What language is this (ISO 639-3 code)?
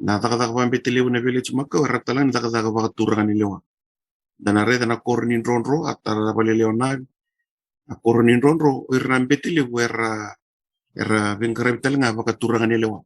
fij